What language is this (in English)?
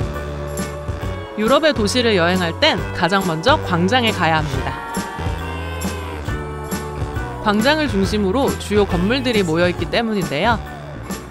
Korean